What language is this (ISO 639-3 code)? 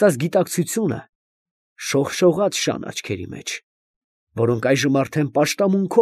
hye